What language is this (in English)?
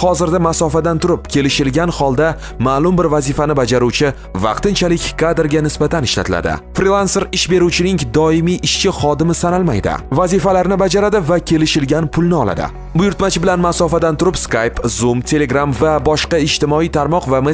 Uzbek